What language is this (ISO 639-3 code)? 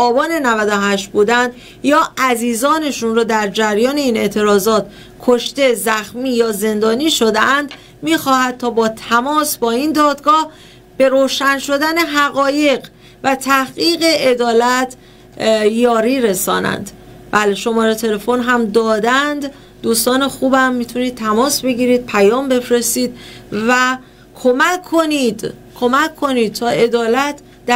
fas